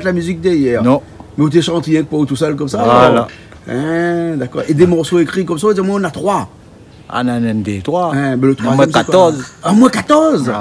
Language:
Réunion Creole French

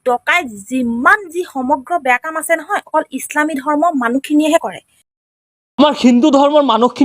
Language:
Assamese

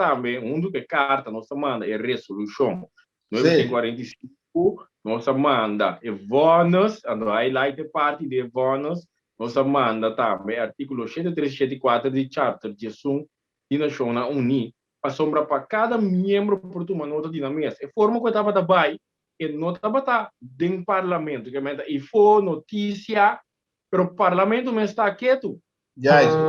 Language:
Papiamento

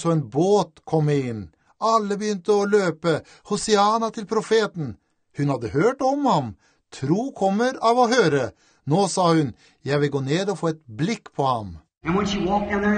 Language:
Norwegian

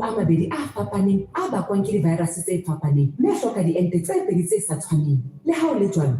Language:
Southern Sotho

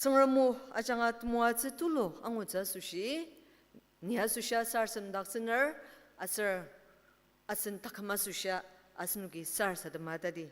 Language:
Ao Naga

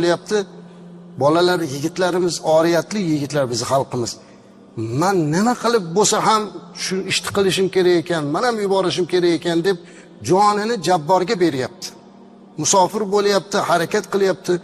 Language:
Uzbek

